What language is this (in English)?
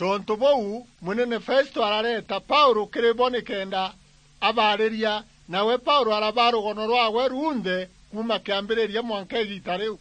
Meru